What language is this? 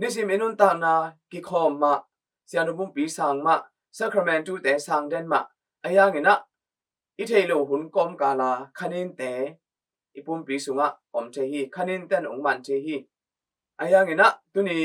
Tedim Chin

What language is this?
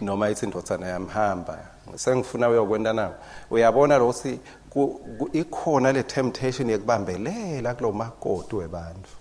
Swati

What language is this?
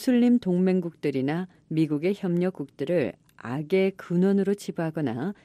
Korean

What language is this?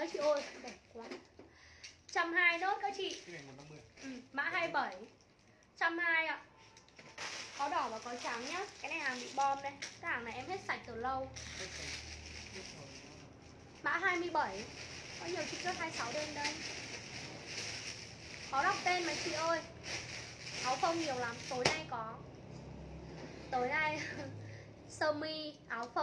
Vietnamese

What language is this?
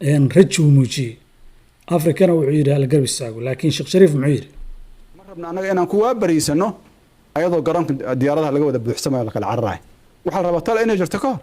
Somali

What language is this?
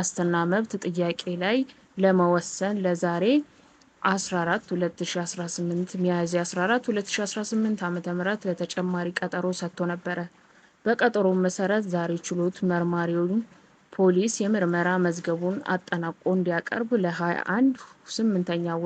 Amharic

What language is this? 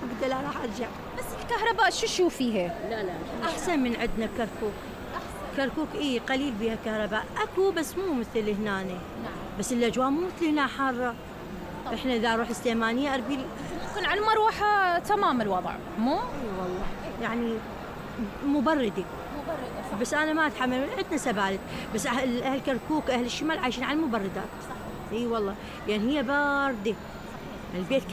Mesopotamian Arabic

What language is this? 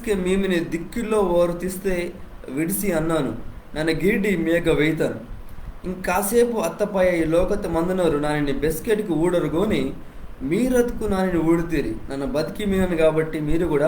Koya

